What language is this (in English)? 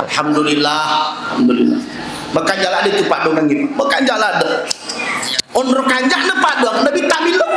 Buginese